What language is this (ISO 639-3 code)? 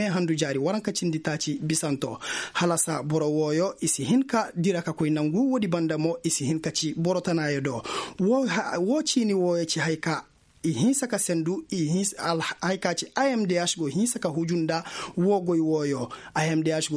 ses